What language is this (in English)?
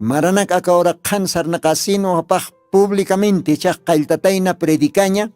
Aymara